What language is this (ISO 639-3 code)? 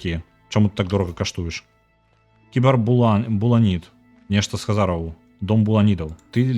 bel